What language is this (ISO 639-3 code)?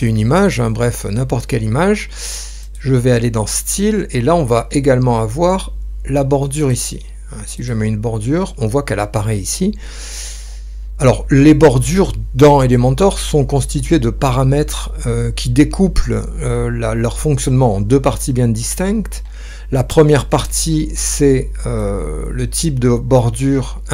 fra